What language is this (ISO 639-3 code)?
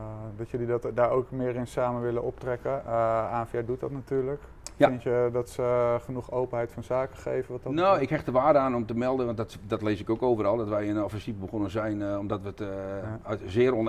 nld